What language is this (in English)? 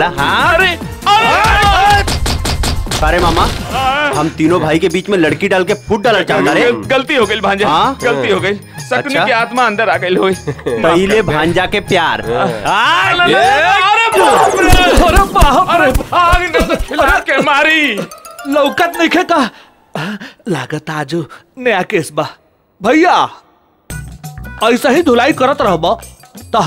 Bhojpuri